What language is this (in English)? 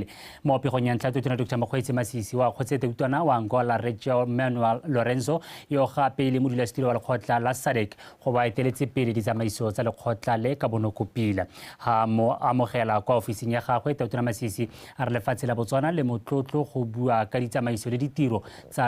Tswana